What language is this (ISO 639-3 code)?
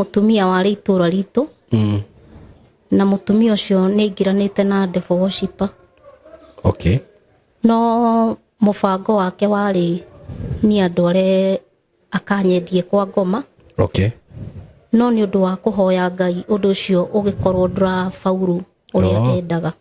kik